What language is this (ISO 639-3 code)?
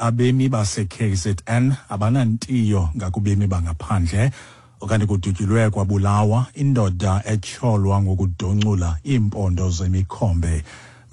xho